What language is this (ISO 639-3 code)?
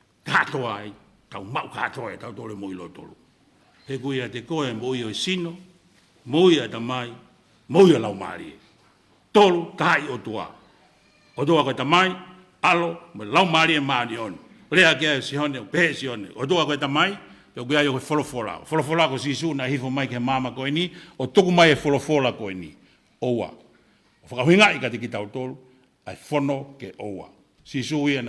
ton